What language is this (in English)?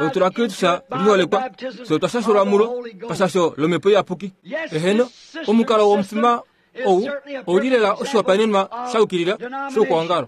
Kuanyama